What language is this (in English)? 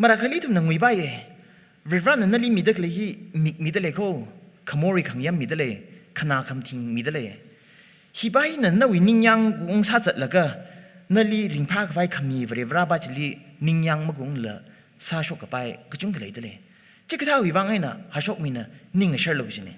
Tangkhul Naga (India)